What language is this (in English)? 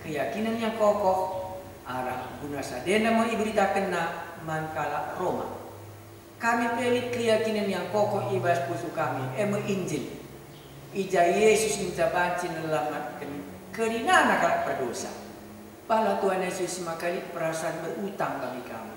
Batak Karo